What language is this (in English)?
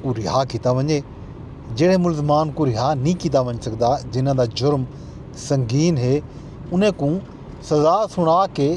Saraiki